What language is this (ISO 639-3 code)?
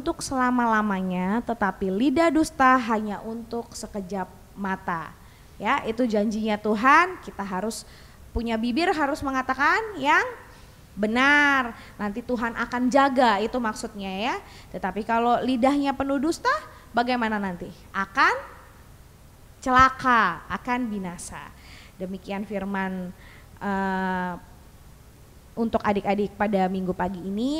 ind